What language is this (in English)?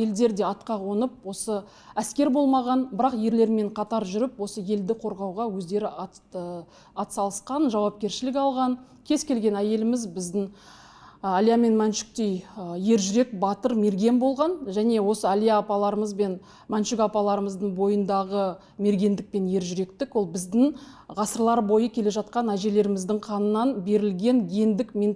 Kazakh